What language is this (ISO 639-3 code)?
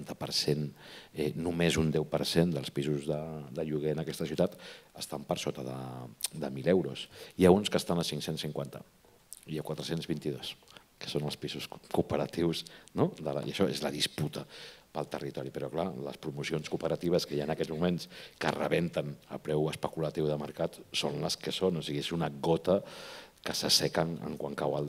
cat